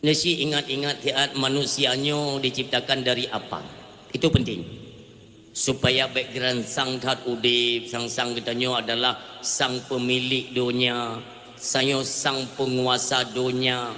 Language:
Achinese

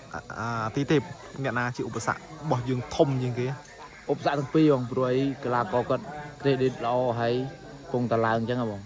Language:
Khmer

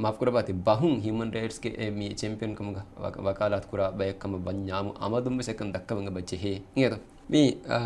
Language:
Divehi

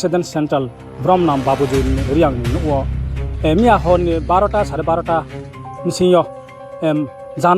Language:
Riang (India)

